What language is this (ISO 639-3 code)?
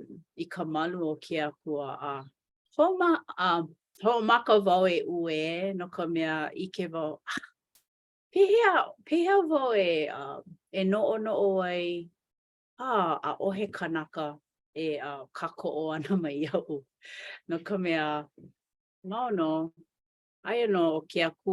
haw